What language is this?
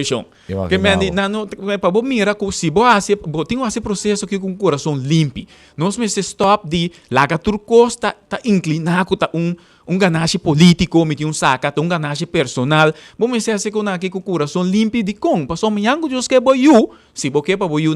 Papiamento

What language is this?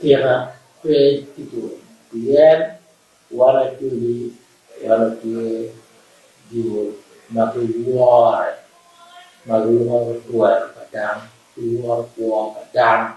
Acoli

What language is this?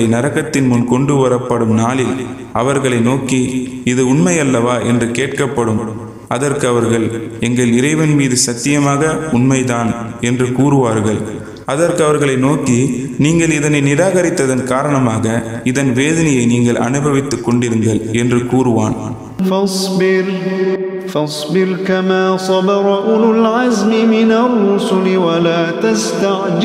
Tamil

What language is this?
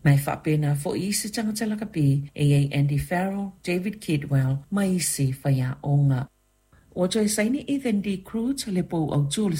Samoan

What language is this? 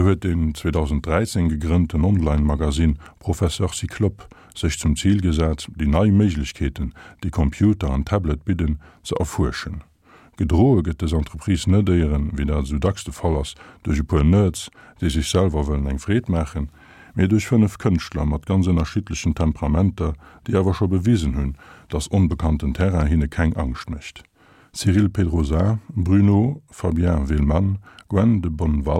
Luxembourgish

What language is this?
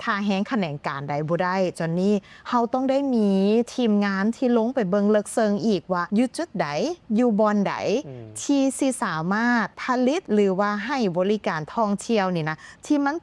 Lao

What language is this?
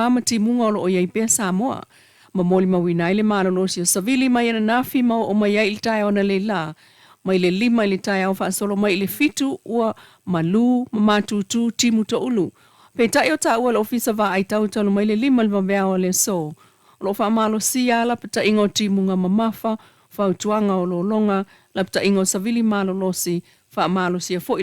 Samoan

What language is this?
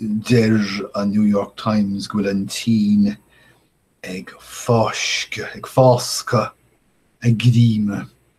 Irish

